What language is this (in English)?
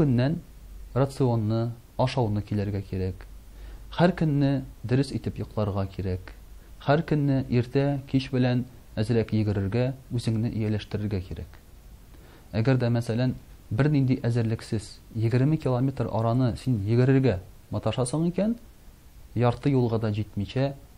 Tatar